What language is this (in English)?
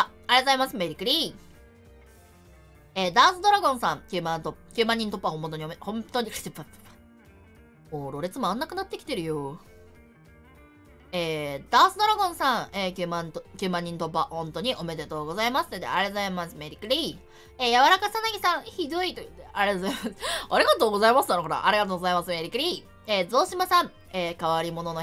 Japanese